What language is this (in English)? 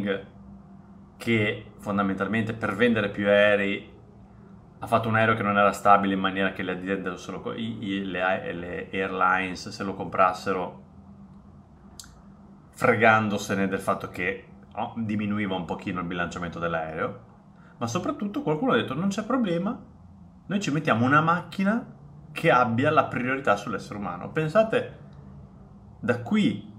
Italian